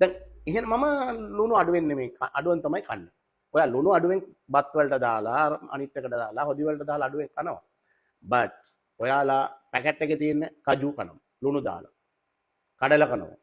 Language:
Sinhala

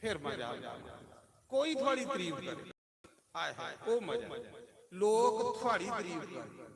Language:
Dogri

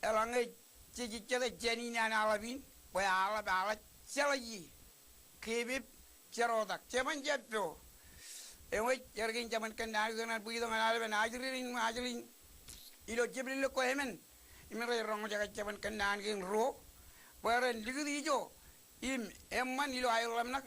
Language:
Marshallese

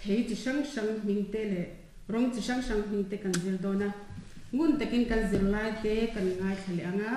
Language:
Mizo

